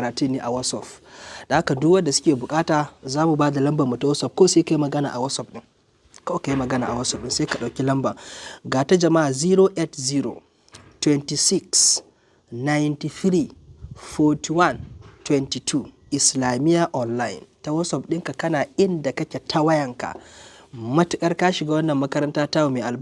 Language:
Hausa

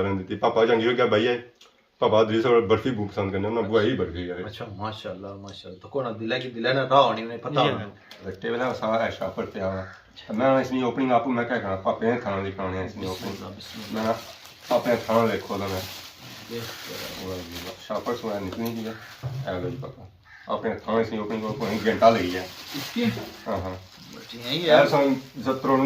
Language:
Pahari-Potwari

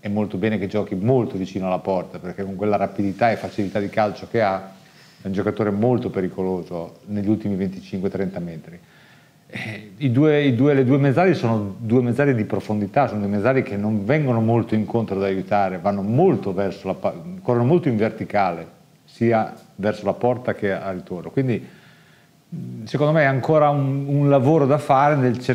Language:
Italian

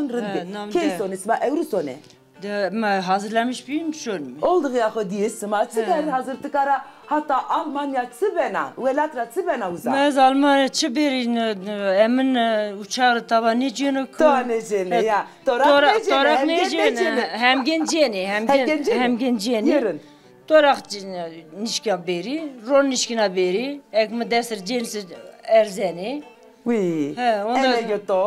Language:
Zaza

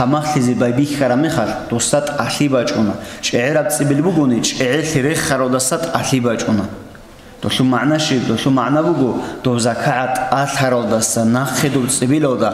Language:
Avaric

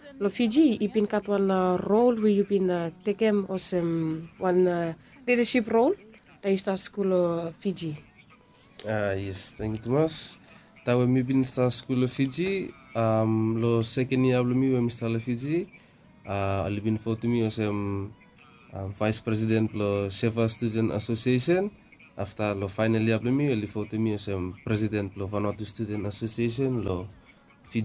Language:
Bislama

